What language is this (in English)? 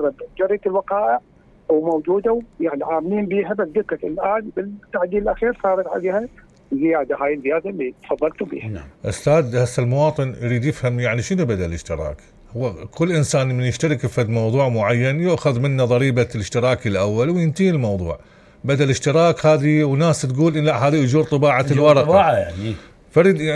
Mesopotamian Arabic